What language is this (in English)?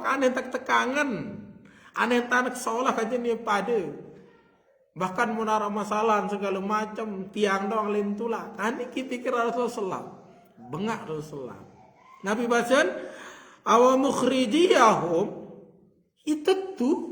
Sasak